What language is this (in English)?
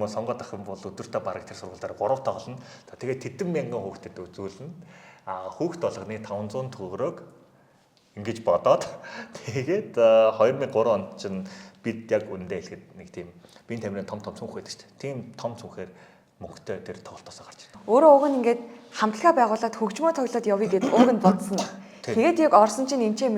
Mongolian